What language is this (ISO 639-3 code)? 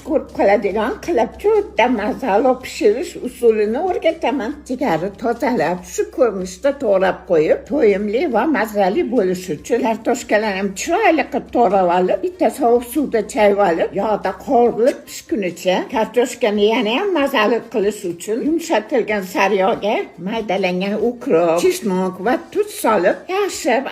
uzb